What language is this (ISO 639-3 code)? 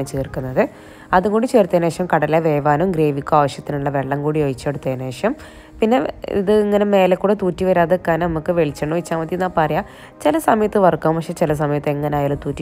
mal